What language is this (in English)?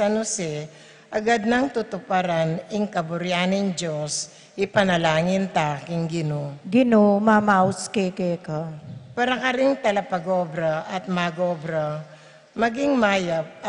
Pampanga